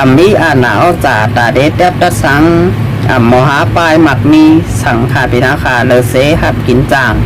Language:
Shan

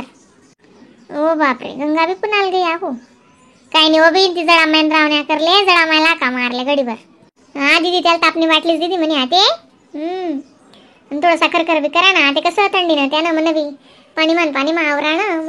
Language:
Khandesi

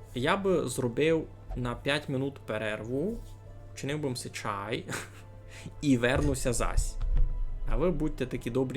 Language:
Rusyn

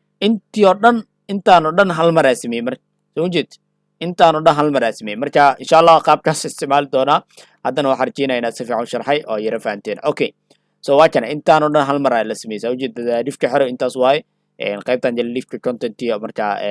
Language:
Somali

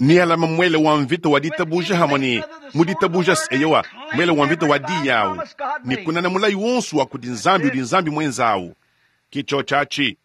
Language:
Luba-Lulua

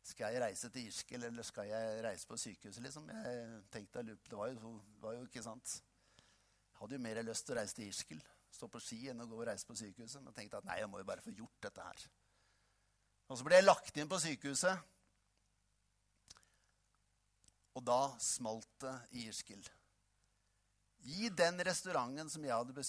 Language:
Norwegian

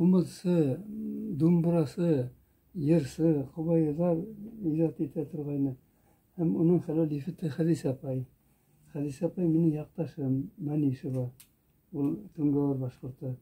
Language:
Bashkir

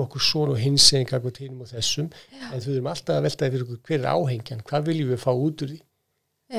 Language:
Icelandic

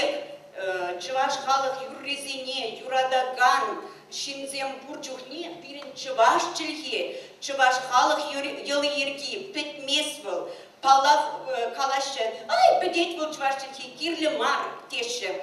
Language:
Chuvash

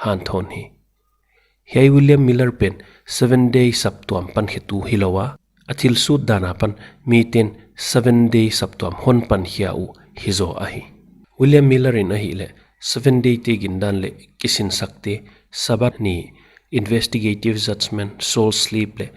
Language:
Paite Chin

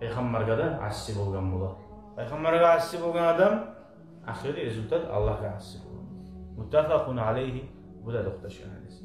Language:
Kumyk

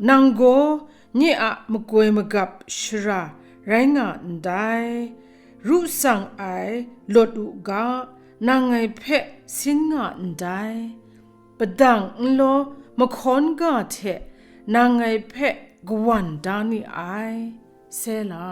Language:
Kachin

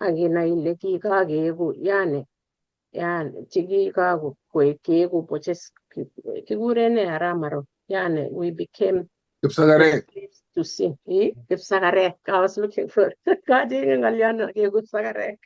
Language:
Kalenjin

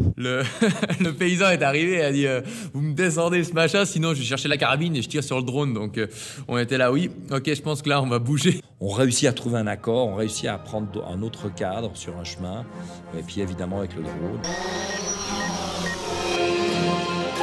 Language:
French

